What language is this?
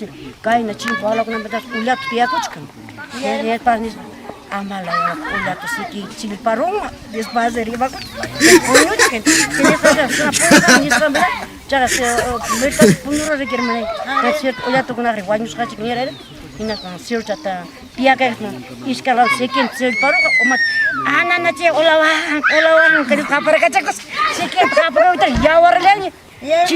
Ayacucho Quechua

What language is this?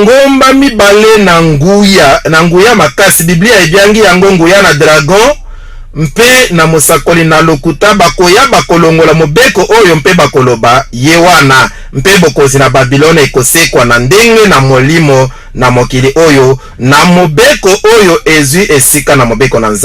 Lingala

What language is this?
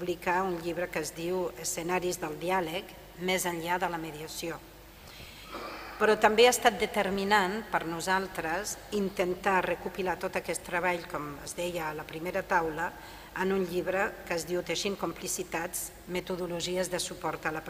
Catalan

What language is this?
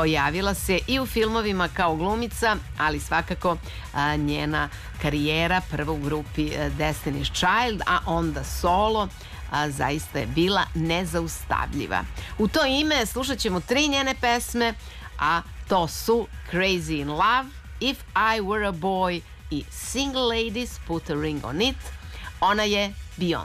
Serbian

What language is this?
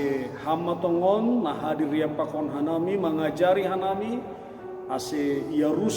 Batak Simalungun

